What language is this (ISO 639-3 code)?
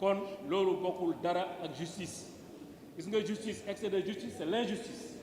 wol